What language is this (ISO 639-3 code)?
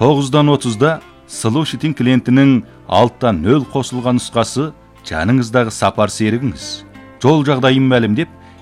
kaz